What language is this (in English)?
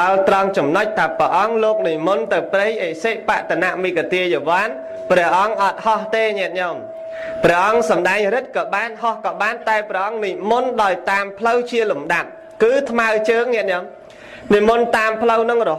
Khmer